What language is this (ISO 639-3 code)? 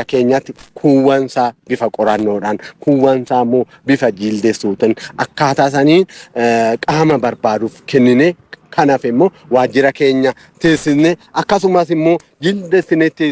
orm